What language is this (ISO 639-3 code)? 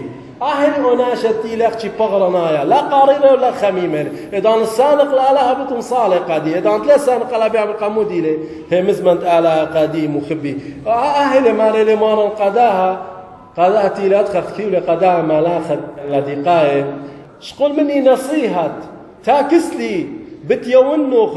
aii